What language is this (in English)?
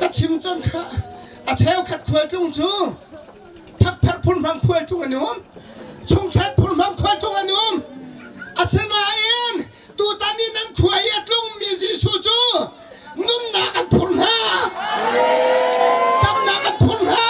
Hakha Chin